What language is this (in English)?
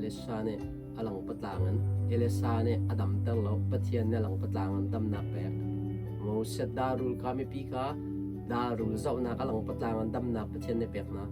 Hakha Chin